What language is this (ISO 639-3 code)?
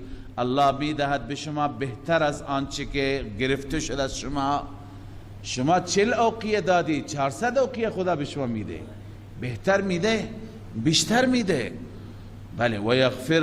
fas